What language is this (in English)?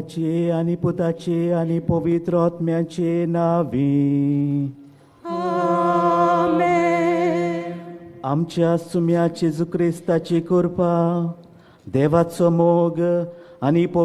Konkani